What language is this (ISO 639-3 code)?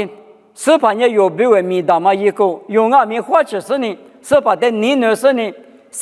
lis